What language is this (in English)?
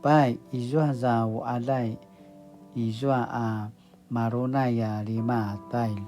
Paiwan